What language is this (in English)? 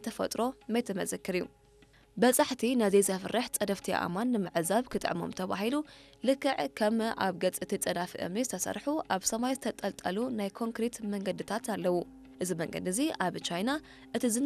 Tigrinya